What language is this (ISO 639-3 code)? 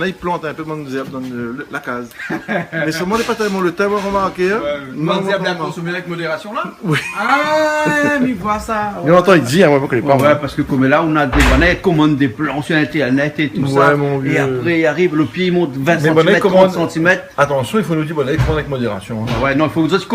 rcf